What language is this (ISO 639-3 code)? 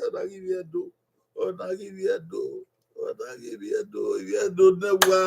bin